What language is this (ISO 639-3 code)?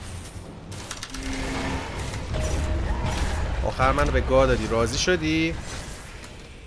fas